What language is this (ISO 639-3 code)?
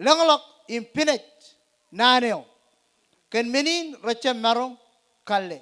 mah